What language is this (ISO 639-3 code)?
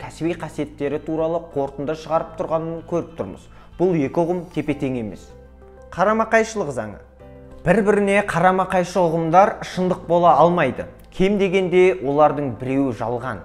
kaz